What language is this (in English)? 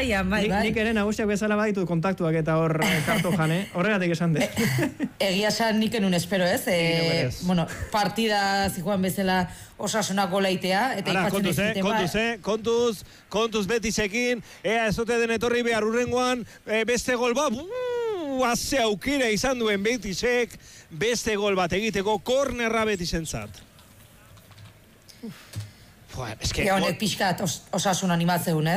Basque